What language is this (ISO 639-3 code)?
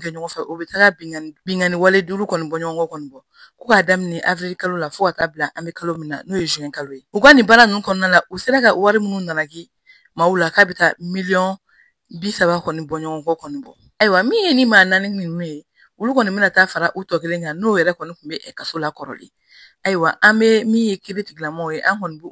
bam